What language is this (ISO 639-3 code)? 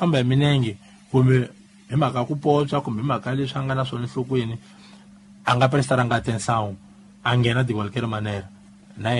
tso